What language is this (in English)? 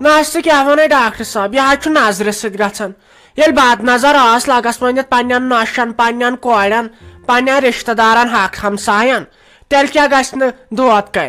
Kashmiri